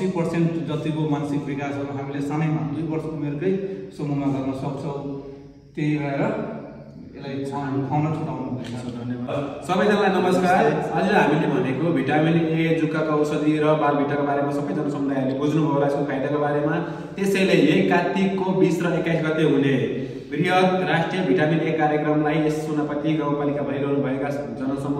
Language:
Nepali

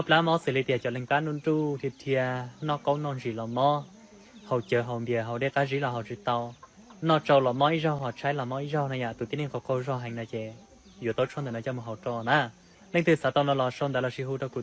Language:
Hmong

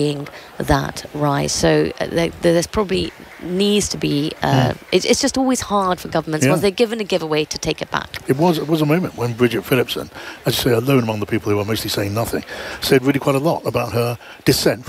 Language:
English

